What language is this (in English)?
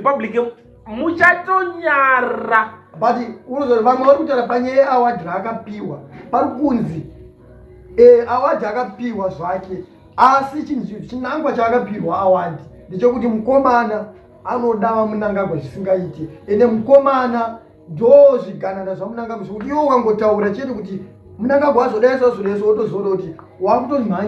Shona